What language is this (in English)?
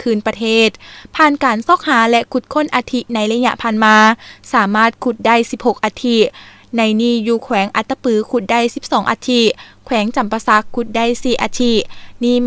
Lao